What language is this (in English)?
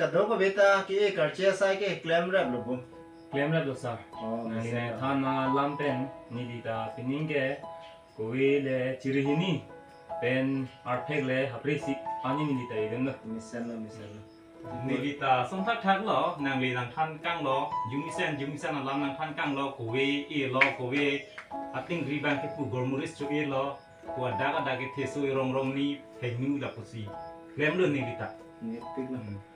Karbi